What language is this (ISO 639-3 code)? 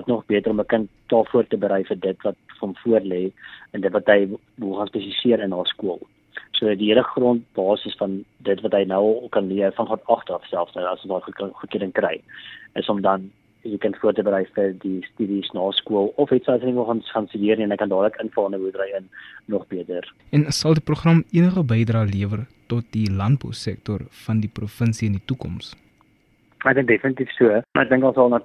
afr